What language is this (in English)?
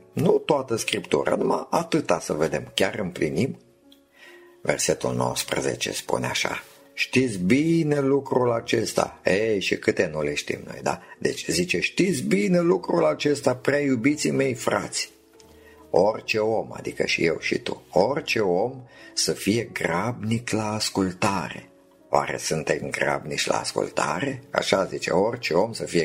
Romanian